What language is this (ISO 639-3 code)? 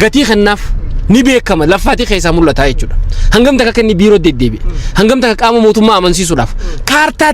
orm